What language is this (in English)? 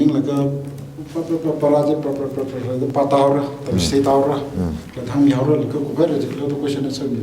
Tangkhul Naga (India)